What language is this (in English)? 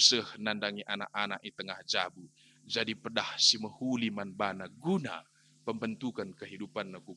Batak Karo